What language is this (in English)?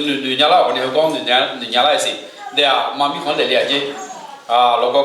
Akha